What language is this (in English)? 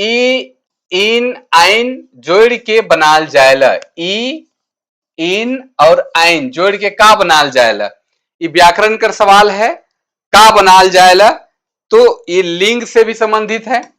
Sadri